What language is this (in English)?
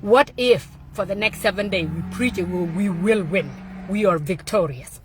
Nuer